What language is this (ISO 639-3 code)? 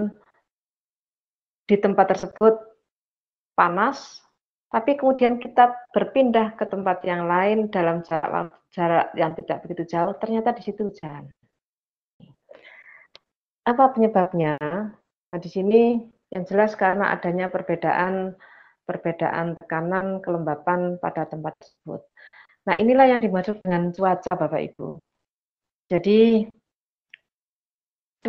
ind